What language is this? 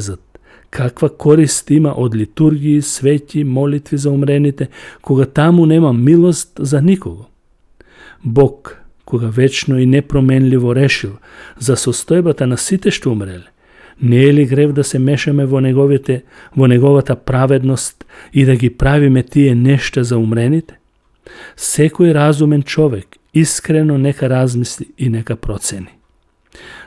Macedonian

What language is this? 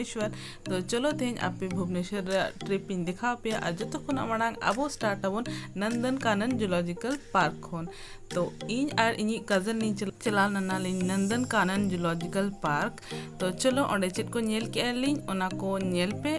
Santali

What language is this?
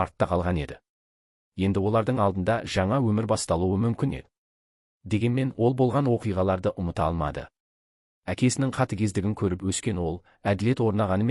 Kazakh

